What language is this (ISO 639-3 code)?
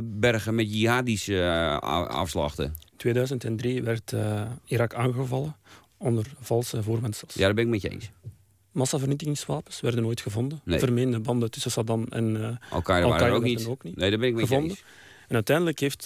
nld